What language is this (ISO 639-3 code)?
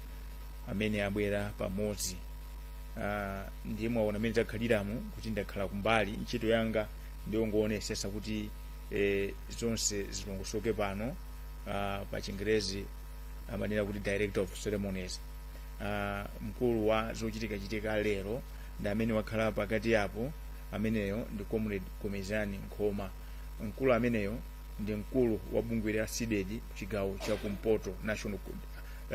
nya